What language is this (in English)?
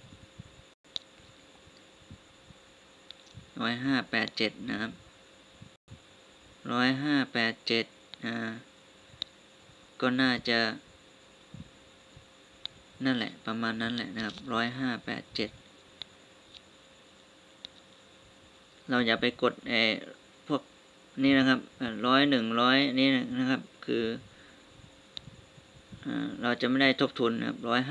Thai